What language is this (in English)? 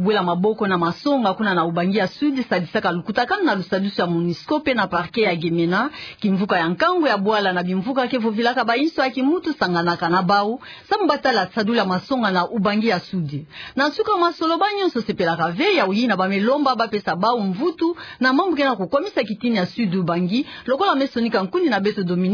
Kituba (Democratic Republic of Congo)